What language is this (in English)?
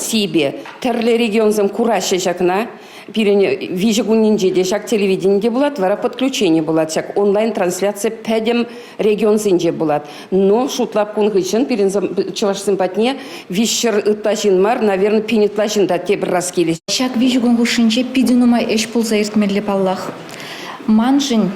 Chuvash